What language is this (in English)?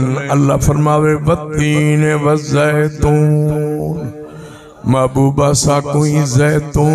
Saraiki